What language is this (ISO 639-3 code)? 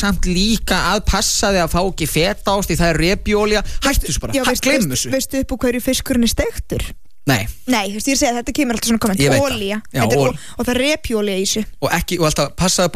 isl